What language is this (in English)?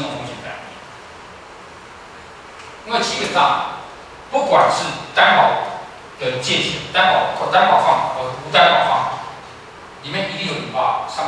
Chinese